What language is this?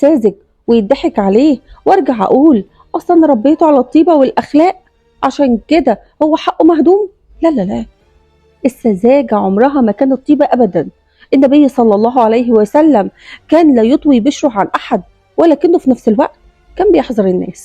Egyptian Arabic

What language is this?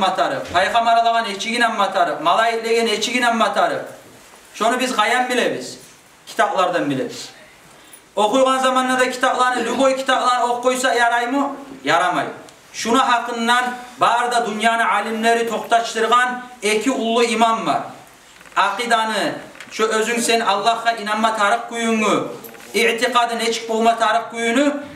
Kumyk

